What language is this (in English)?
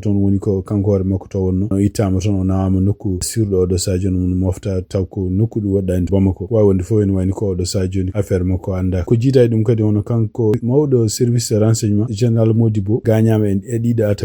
Fula